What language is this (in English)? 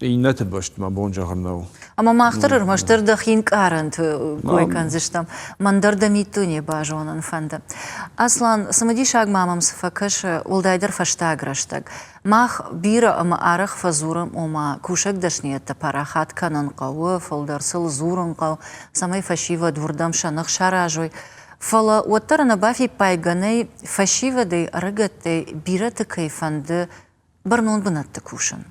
Ossetic